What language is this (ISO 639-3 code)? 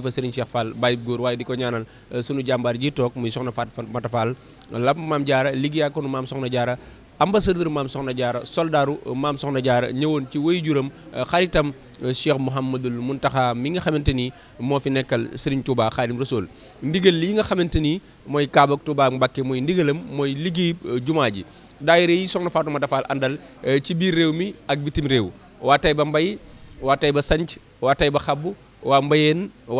wol